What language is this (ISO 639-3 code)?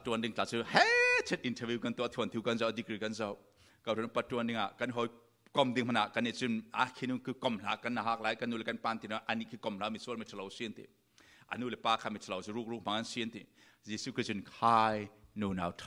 cfm